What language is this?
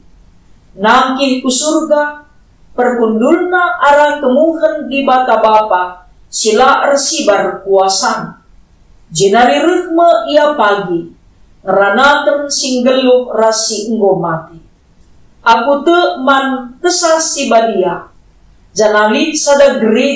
Batak Karo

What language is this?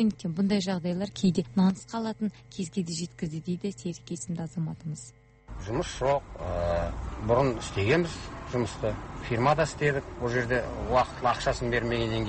Kazakh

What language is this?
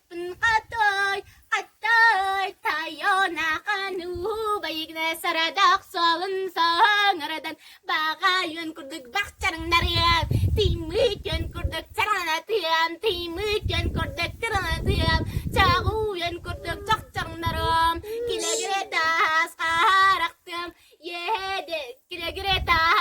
Yakut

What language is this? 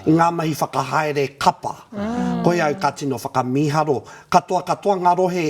Māori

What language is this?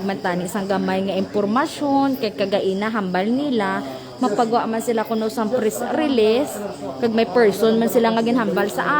Hiligaynon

